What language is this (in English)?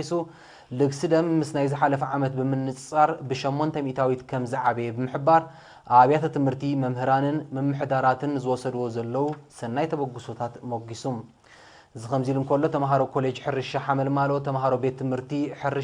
Tigrinya